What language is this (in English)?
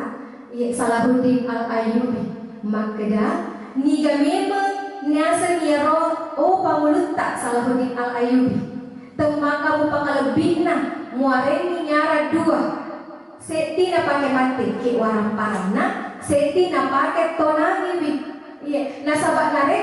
Buginese